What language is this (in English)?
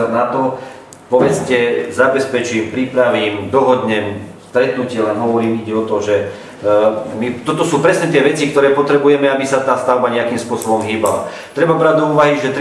Slovak